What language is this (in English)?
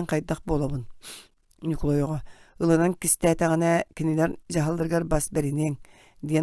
Yakut